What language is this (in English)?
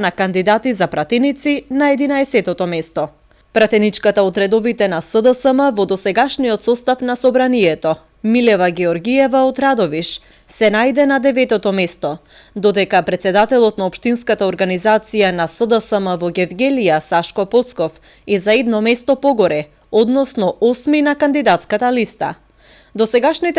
Macedonian